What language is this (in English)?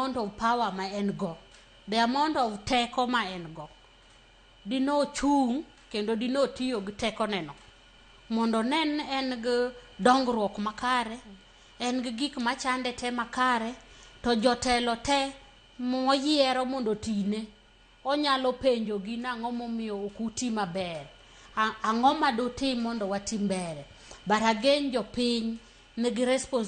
Luo (Kenya and Tanzania)